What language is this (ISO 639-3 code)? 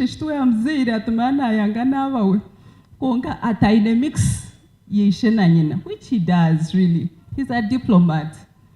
nyn